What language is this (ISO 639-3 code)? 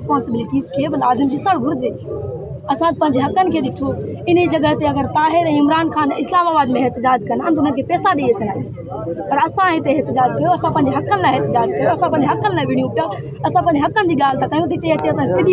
snd